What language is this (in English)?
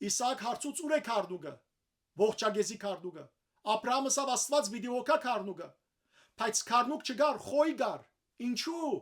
Western Armenian